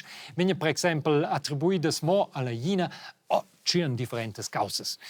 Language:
Romansh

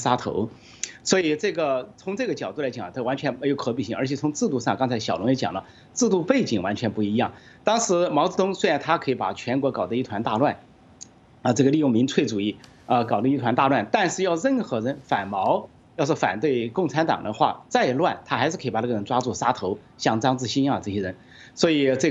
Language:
Chinese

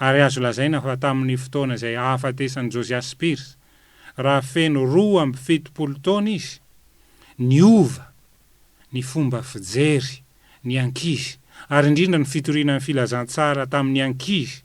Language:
Malagasy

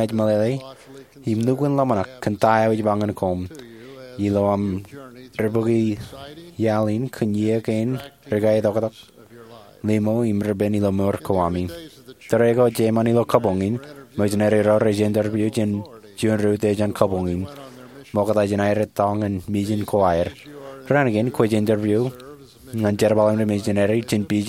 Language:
Marshallese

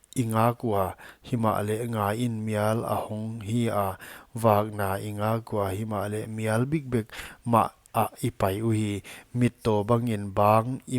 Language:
Paite Chin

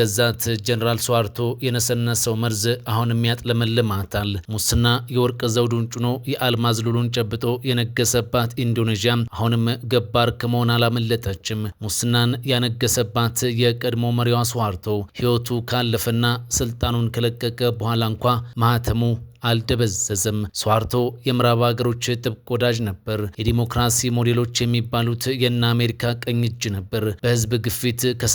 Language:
Amharic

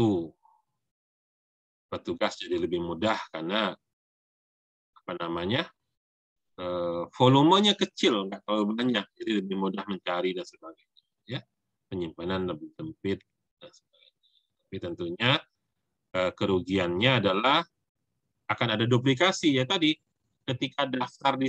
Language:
Indonesian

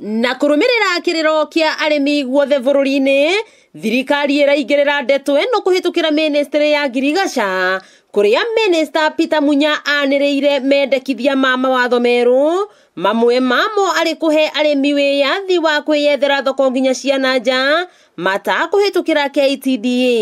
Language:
Kikuyu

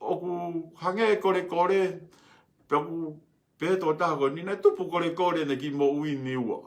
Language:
Tongan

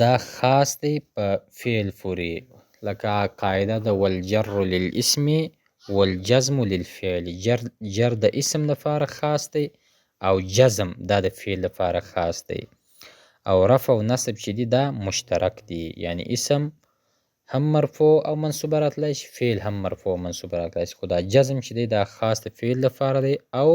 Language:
Pashto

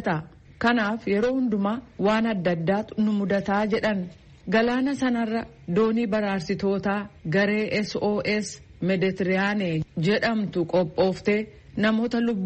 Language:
Oromo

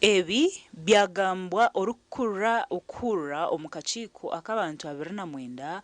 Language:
Nyankole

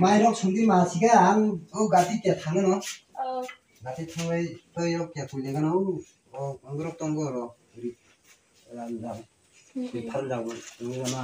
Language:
Kok Borok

